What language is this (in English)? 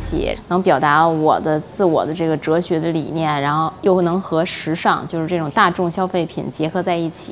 Chinese